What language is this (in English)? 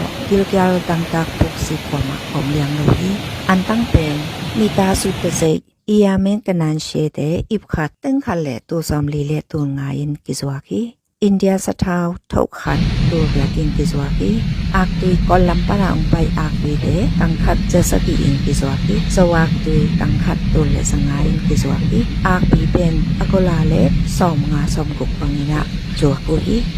Tedim Chin